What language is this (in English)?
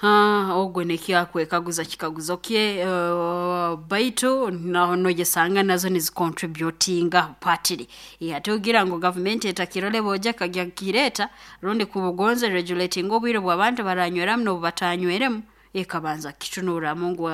Nyoro